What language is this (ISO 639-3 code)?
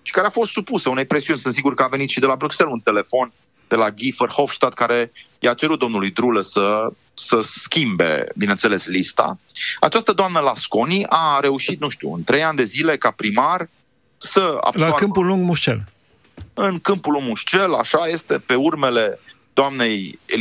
ron